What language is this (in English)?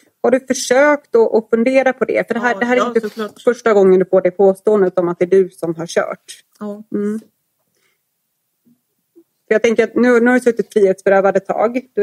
Swedish